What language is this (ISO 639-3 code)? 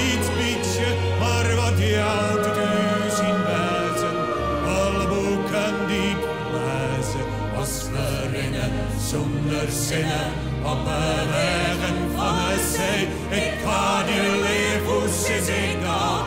fry